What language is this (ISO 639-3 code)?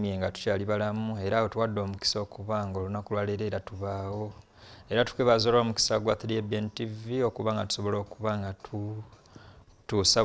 lug